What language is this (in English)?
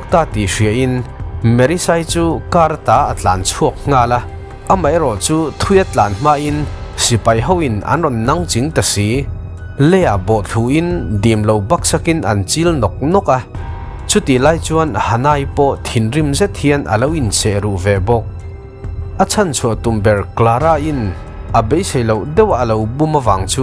Mizo